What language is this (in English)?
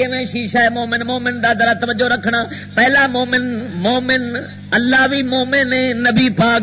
Western Panjabi